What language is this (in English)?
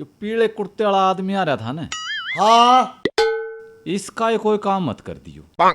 Haryanvi